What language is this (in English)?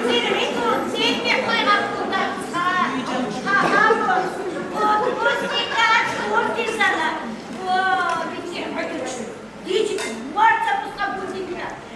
Tabassaran